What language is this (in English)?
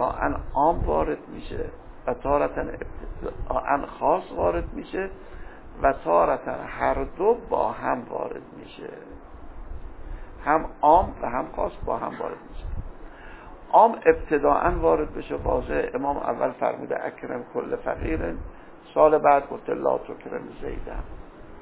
Persian